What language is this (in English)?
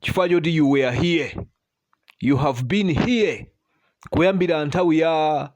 Nyanja